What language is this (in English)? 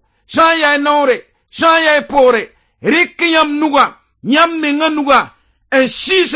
Mossi